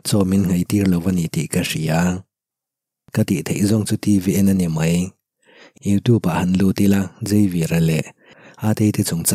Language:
Mizo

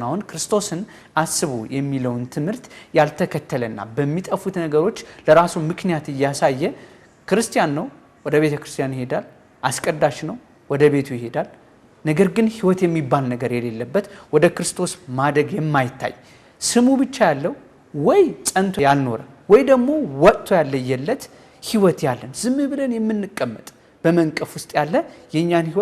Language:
Amharic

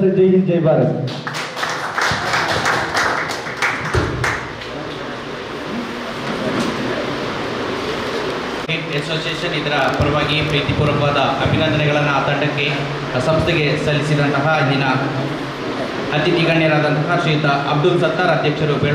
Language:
Kannada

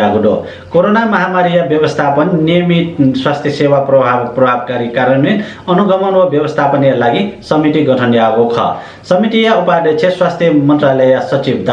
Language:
Newari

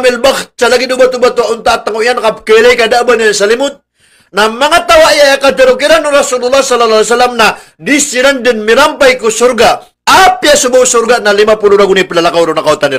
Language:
Maranao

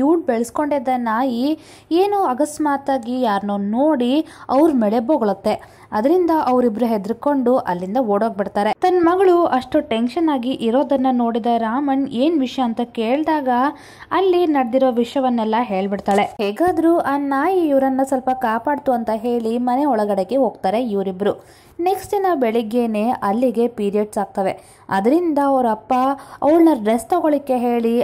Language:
Kannada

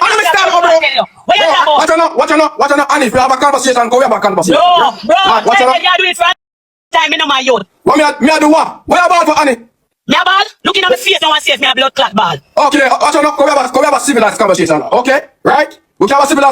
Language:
Jamaican Creole English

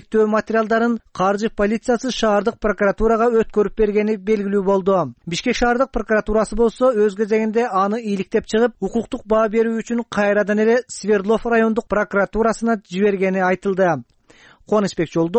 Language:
Kyrgyz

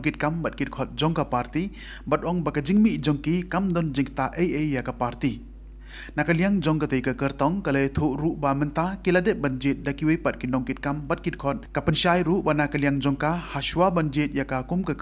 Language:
Khasi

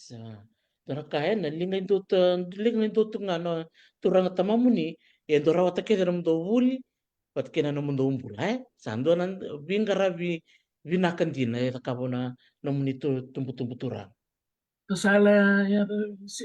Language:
Fijian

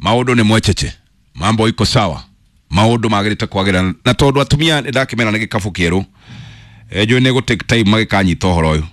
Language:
Kikuyu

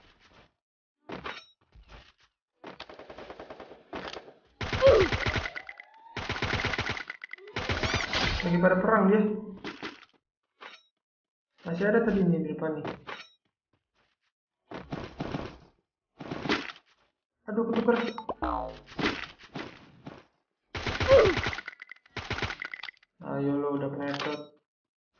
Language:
Indonesian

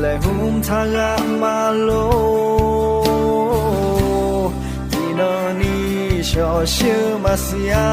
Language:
Akha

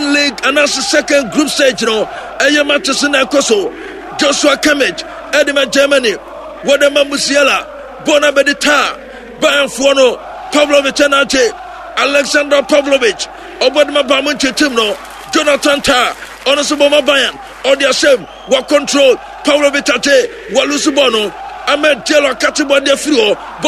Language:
Akan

